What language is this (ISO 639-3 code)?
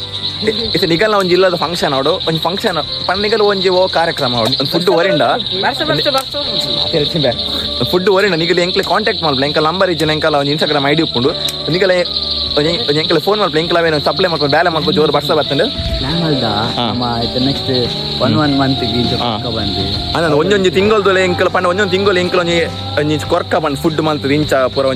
tcy